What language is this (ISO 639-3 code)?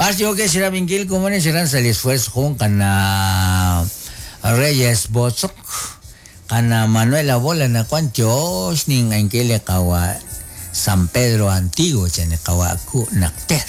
kek